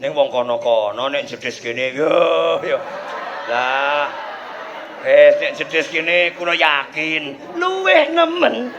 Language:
Javanese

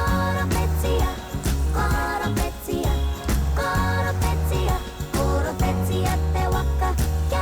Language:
Māori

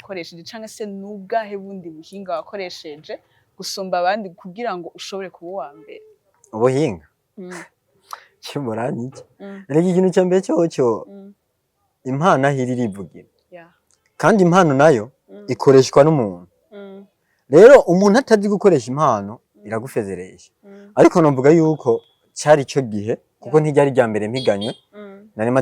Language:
Rundi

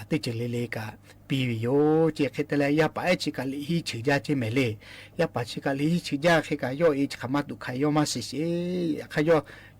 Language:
Lahu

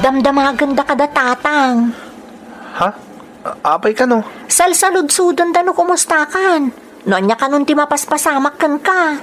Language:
Iloko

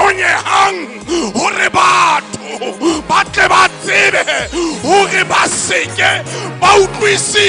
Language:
Southern Sotho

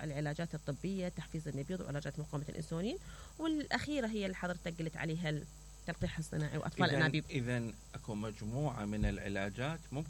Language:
Mesopotamian Arabic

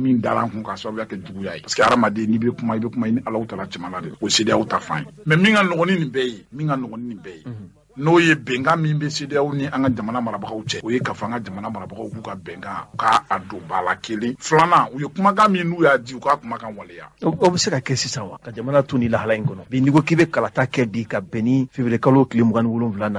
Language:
Bambara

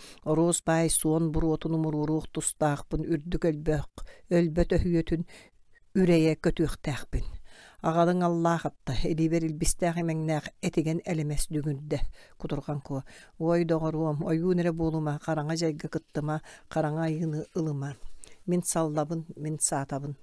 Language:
Yakut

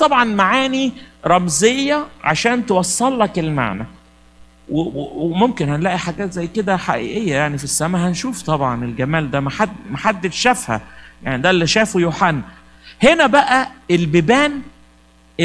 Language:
Egyptian Arabic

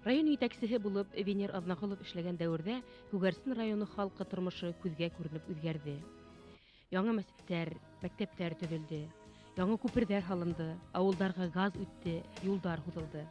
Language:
Bashkir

